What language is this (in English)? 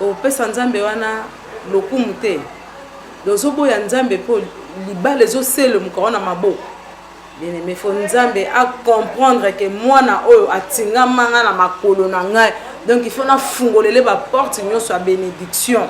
Lingala